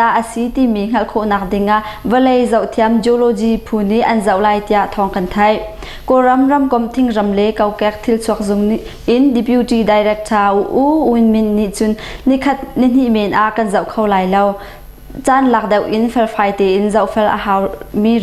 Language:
Hakha Chin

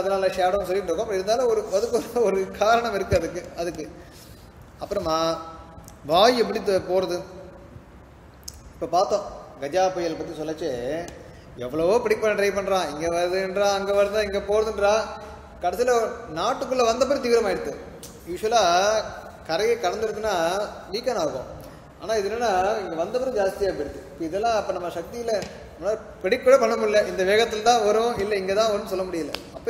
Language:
Tamil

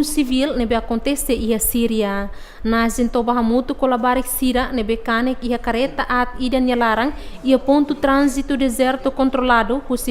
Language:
Tetum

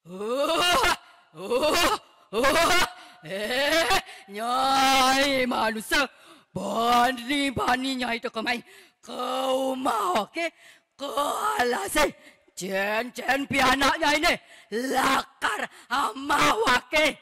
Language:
Balinese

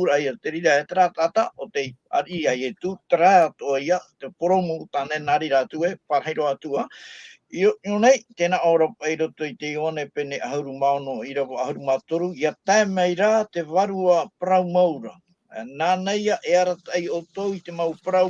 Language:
Tahitian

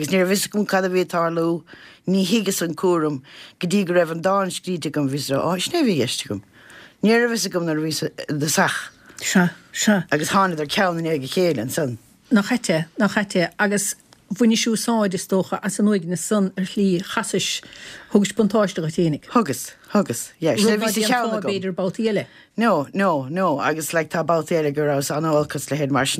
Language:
Irish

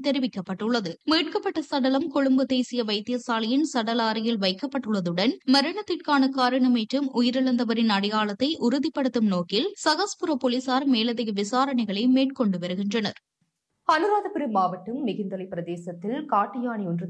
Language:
Tamil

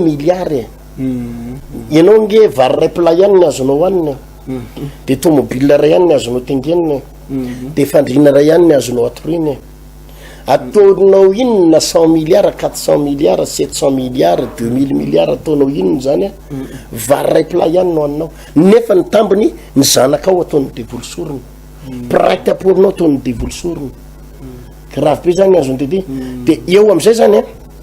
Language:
Malagasy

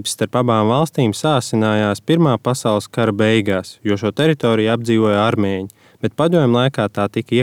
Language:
Latvian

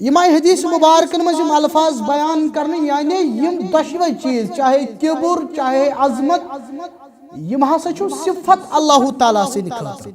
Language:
Kashmiri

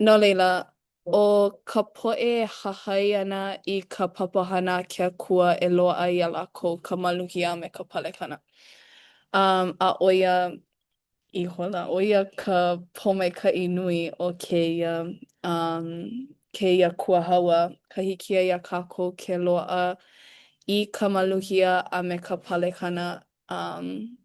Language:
Hawaiian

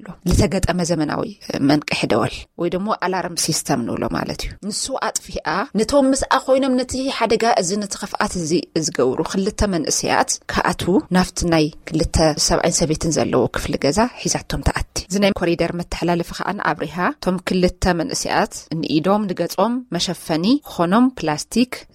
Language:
Tigrinya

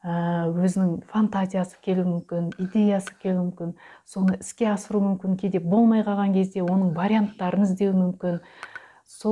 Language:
Kazakh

